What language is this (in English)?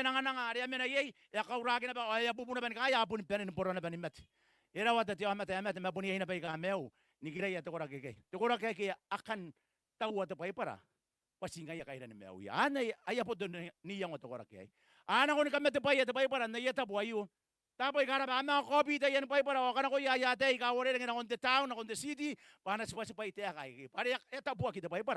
Gilbertese